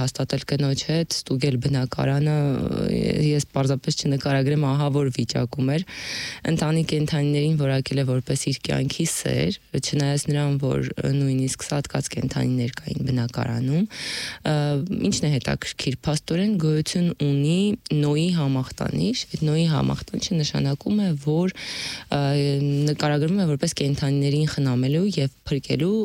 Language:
Armenian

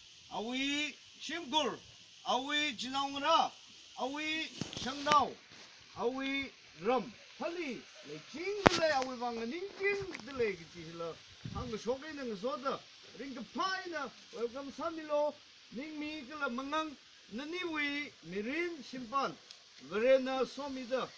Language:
Tangkhul Naga (India)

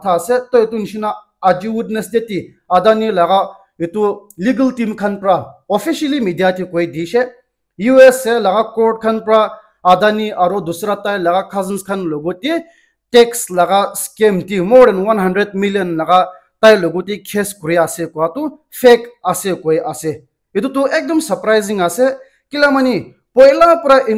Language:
Naga Pidgin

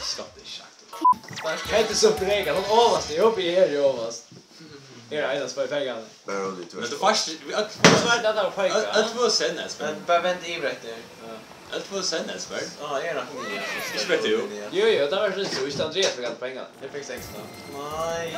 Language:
Faroese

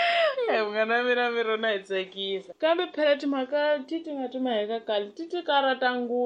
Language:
Tsonga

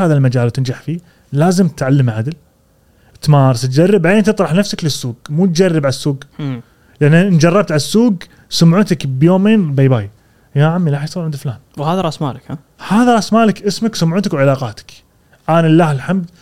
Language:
Gulf Arabic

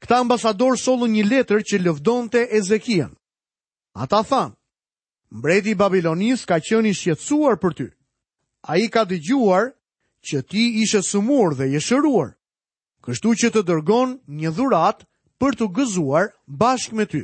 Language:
Albanian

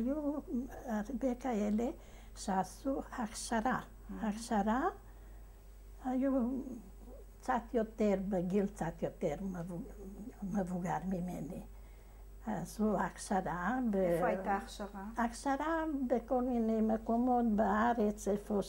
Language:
Hebrew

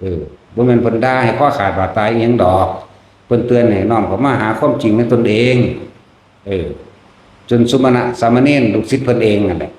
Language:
Lao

